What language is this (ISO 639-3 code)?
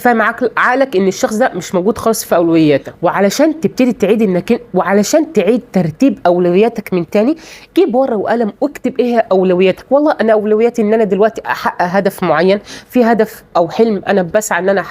arz